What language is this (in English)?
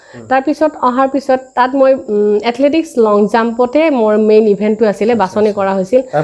Assamese